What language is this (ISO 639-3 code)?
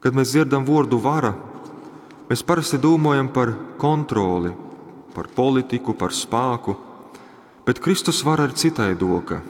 ltg